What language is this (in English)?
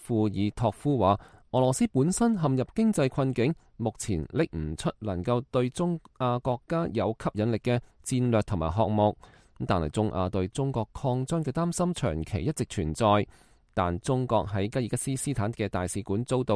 Cantonese